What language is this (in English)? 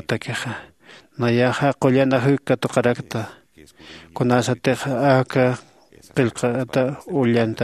Aymara